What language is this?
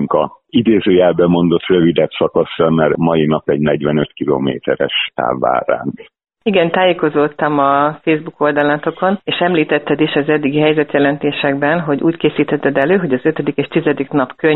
Hungarian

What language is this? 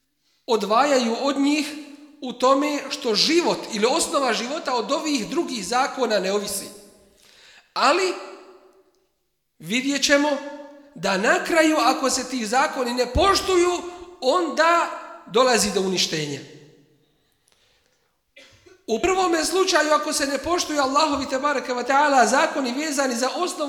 Bosnian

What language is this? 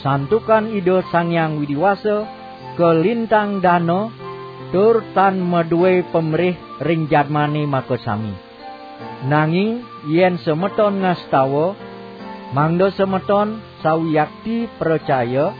Balinese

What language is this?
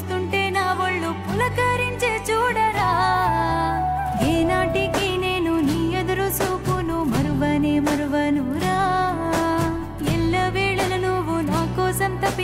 Telugu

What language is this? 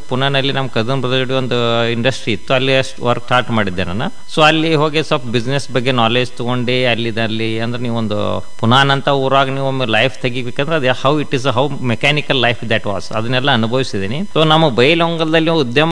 Kannada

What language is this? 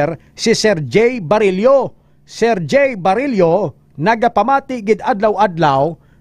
Hiligaynon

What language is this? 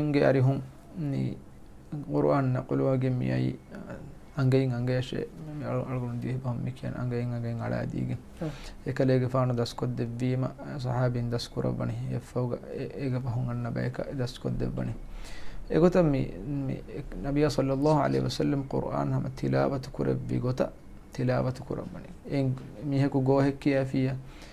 Divehi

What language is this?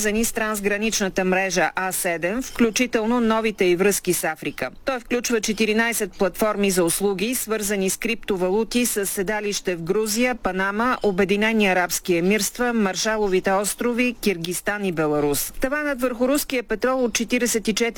Bulgarian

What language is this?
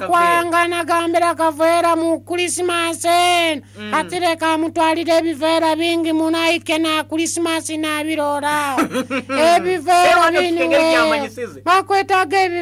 Nyoro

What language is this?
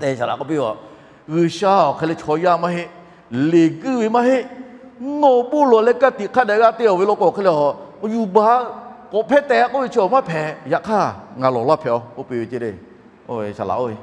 Lahu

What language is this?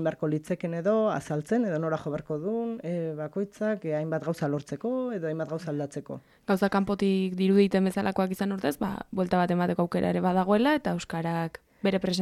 Basque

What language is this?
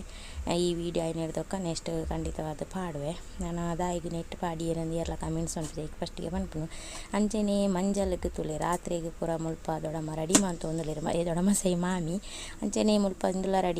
Tulu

